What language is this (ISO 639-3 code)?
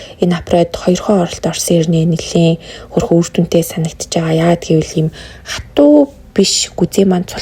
mon